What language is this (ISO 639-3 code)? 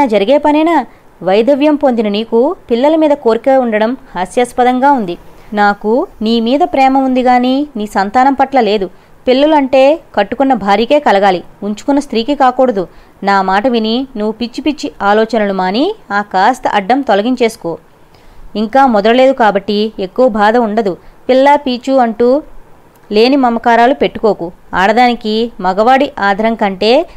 tel